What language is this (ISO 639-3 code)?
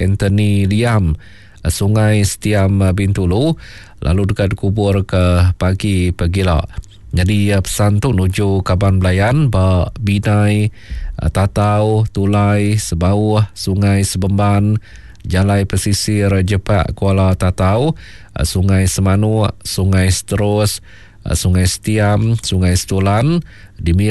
iba